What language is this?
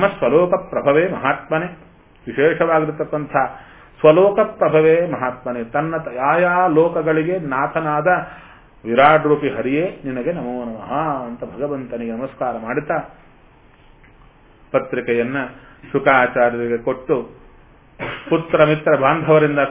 Kannada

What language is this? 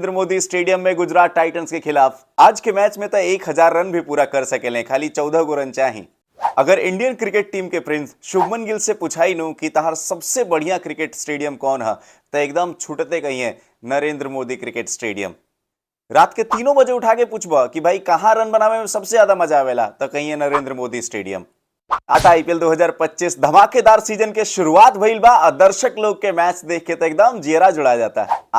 Bhojpuri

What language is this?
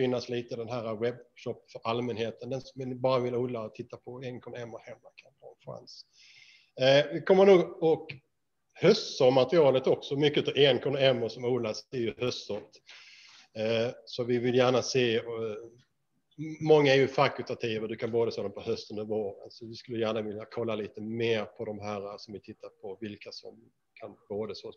Swedish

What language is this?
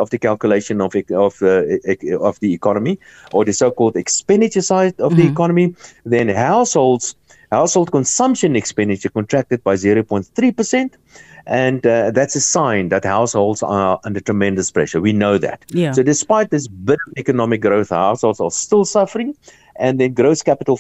English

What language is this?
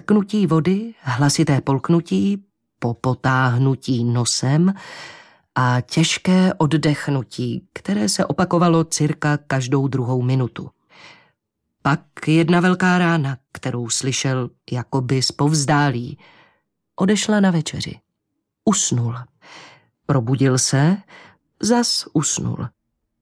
Czech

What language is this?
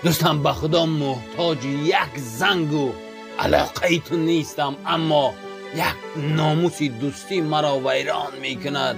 Tajik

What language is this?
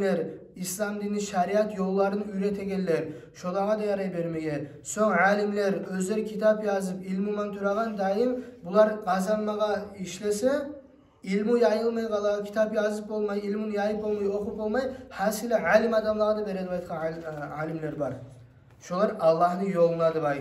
Kumyk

